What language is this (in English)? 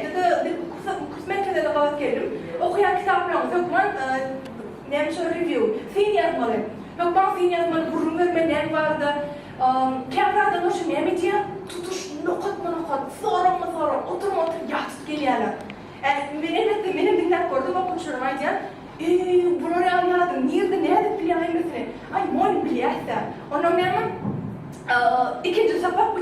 Turkmen